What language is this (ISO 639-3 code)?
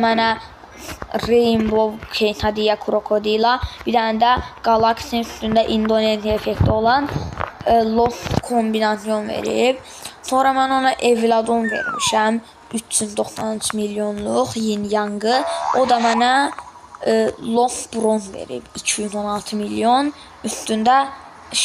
aze